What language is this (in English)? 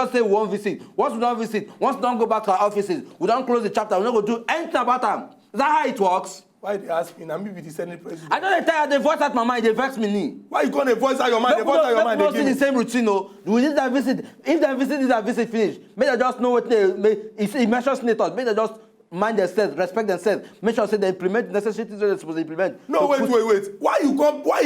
Nigerian Pidgin